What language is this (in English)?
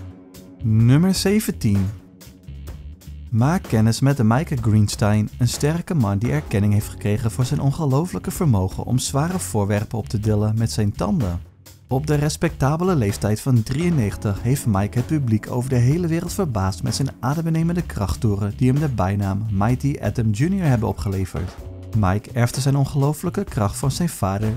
Dutch